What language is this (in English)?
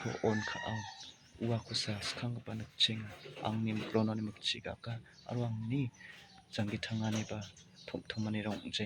Garo